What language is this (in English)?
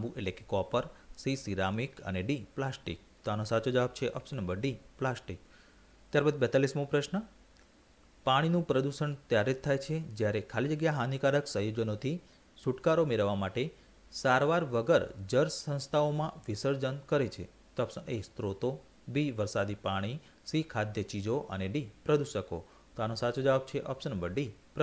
Gujarati